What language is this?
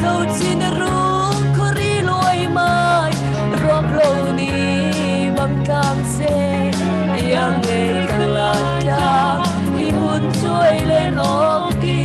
Hakha Chin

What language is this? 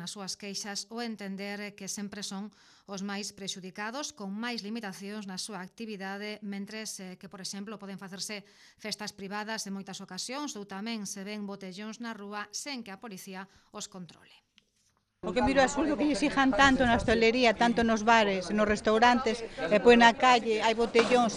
Galician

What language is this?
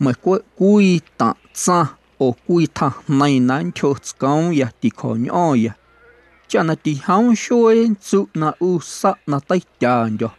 Guerrero Amuzgo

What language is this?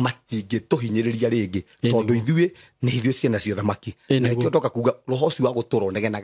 Kikuyu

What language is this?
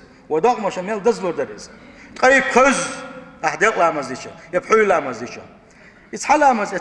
Chechen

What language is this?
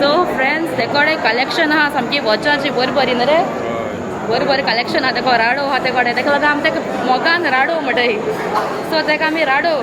Konkani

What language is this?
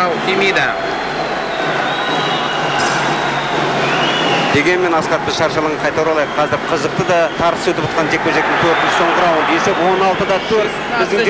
Kazakh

